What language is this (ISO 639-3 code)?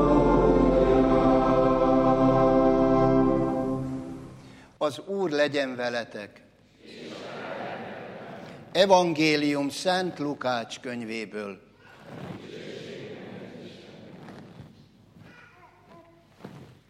hun